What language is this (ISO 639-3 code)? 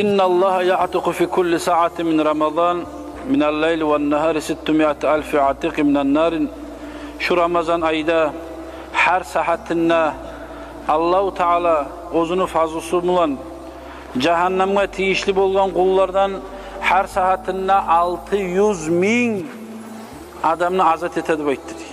kum